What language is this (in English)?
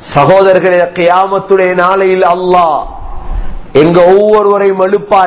Tamil